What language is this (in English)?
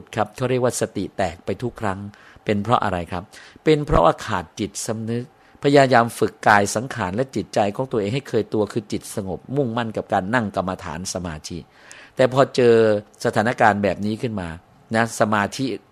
Thai